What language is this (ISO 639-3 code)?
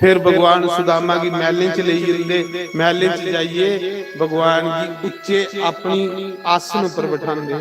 doi